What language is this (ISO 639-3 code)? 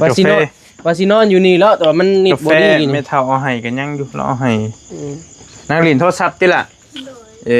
tts